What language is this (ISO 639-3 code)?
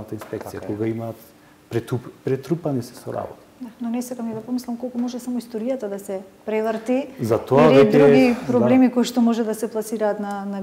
mkd